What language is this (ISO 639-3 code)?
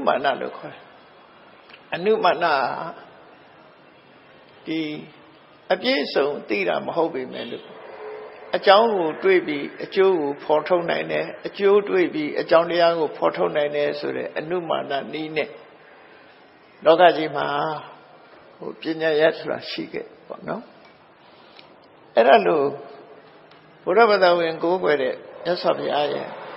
mya